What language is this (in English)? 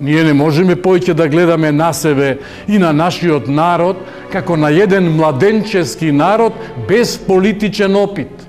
Macedonian